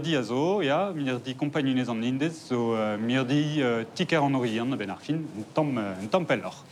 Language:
Breton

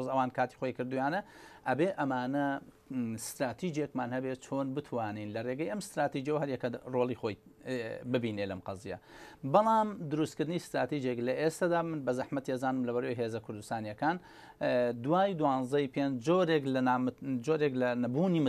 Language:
Central Kurdish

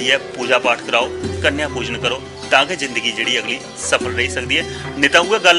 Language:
Dogri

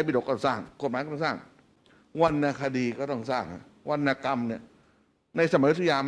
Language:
Thai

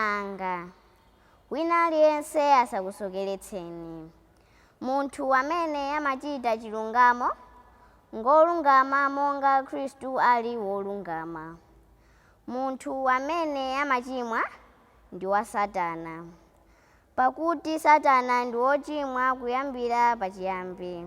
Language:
Nyanja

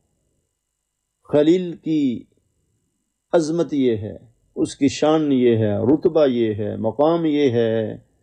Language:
Urdu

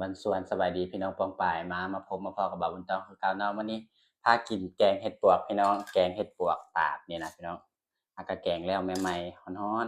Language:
Northeastern Thai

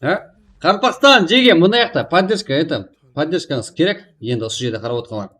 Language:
Kara-Kalpak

